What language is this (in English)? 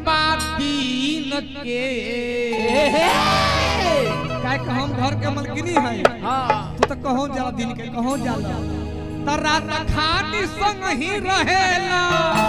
Bhojpuri